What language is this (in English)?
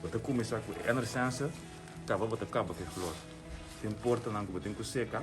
Papiamento